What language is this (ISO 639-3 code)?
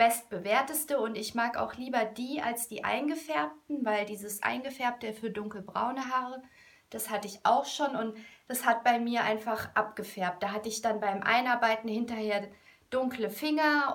deu